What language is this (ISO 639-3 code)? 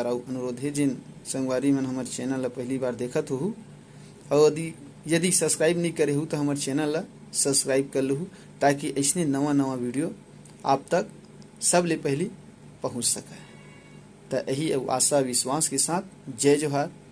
hne